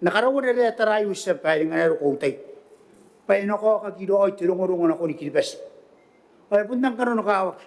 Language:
Gilbertese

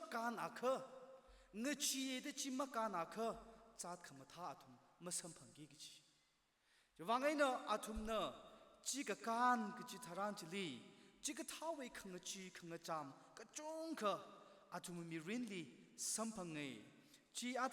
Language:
Tangkhul Naga (India)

